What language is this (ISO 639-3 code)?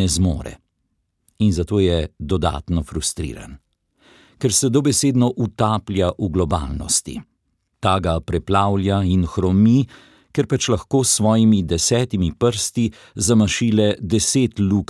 slv